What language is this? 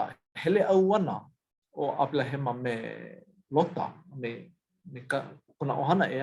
Hawaiian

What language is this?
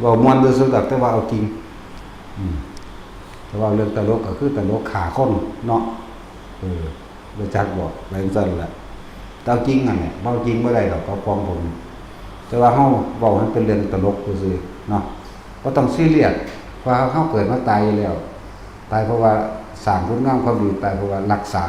Northeastern Thai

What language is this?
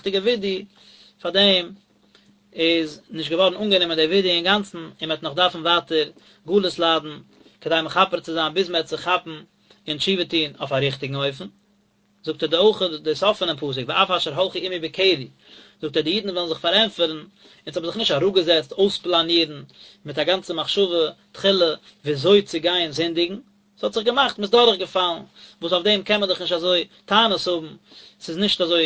Yiddish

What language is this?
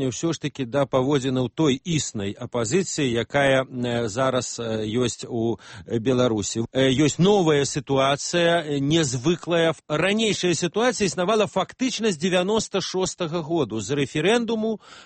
Belarusian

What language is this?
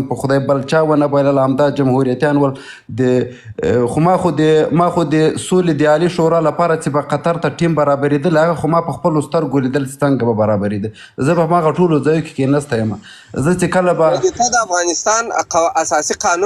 Pashto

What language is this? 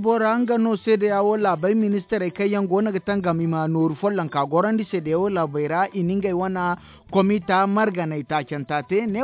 Zarma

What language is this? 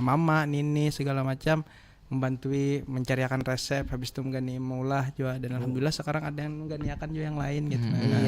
Banjar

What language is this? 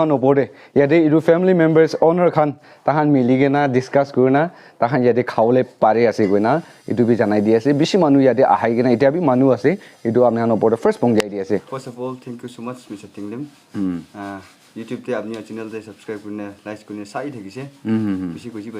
Naga Pidgin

